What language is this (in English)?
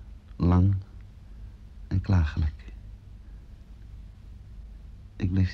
Dutch